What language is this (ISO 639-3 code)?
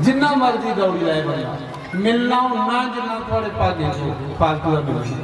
doi